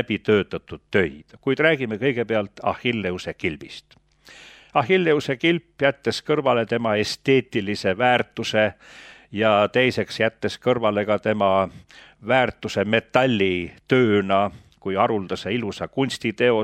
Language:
Estonian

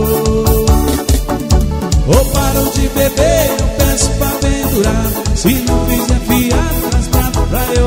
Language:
Portuguese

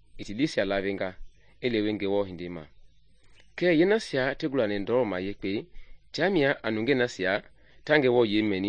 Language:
Mende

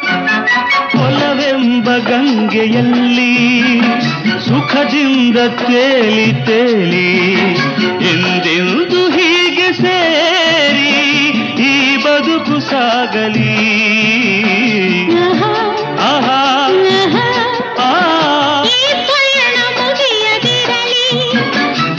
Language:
Kannada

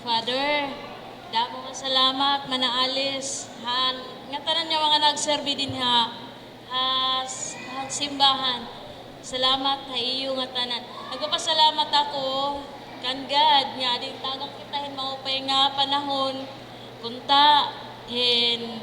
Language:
Waray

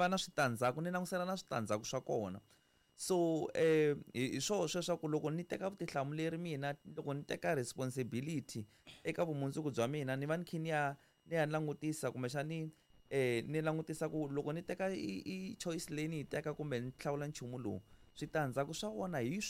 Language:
Tsonga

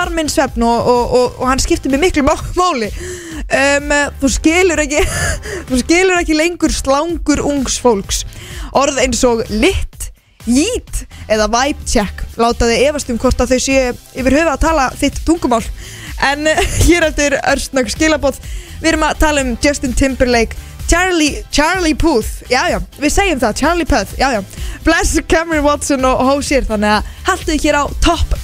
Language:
Icelandic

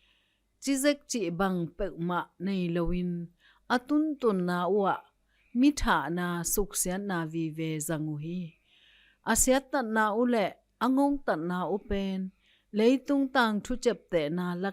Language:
Tedim Chin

